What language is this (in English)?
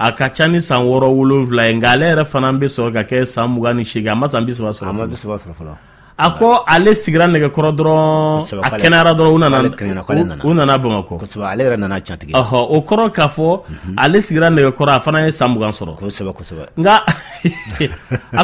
Bambara